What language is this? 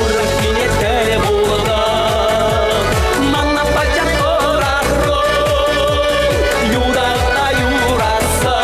Chuvash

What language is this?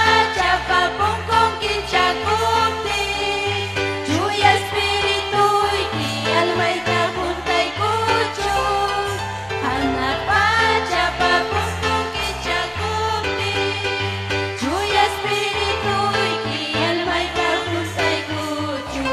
Ayacucho Quechua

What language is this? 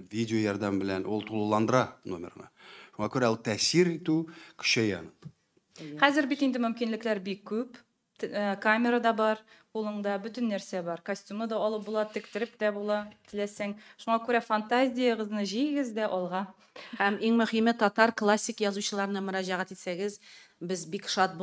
Tatar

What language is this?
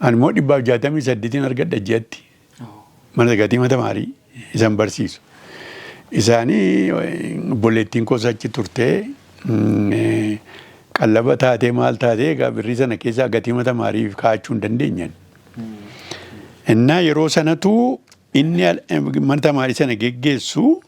Oromo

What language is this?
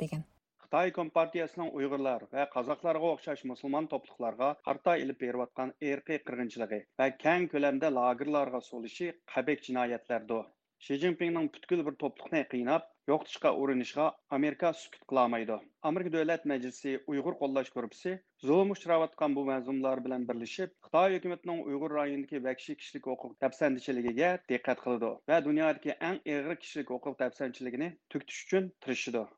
Uyghur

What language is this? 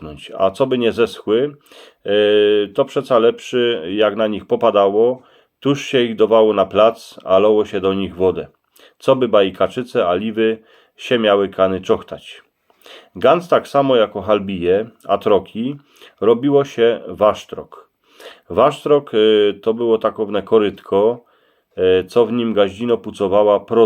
Silesian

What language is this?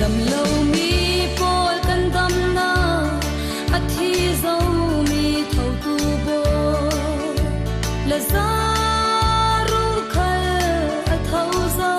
Falam Chin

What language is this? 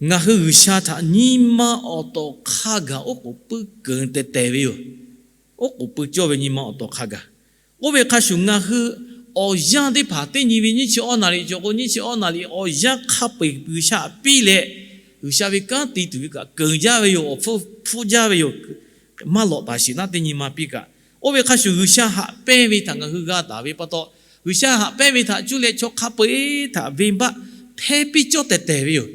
Lahu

